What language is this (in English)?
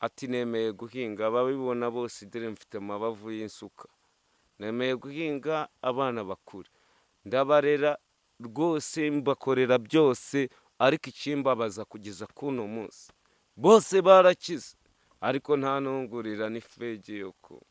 Kinyarwanda